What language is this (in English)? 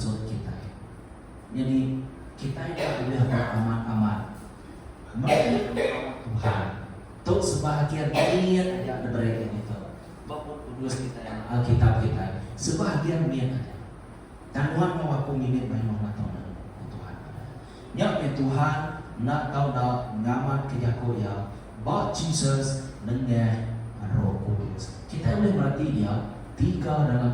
Iban